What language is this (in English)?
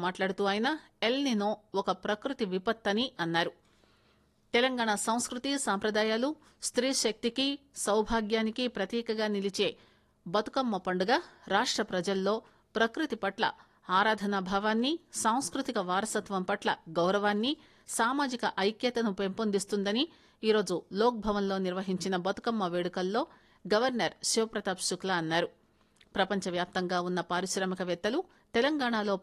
Telugu